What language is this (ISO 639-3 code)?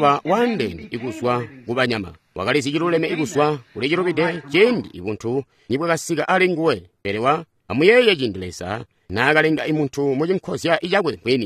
toi